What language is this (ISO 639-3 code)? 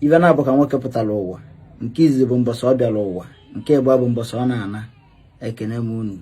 ibo